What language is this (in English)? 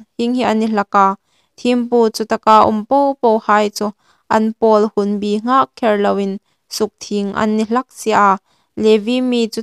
Hmar